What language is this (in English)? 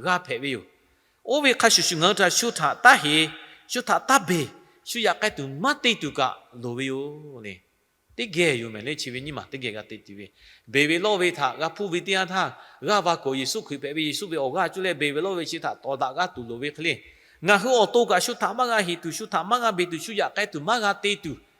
Lahu